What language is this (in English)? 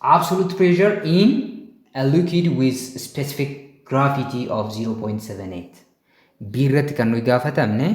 Oromo